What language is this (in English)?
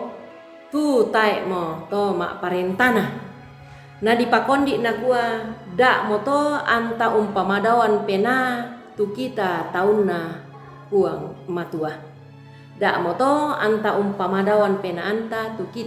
Toraja-Sa'dan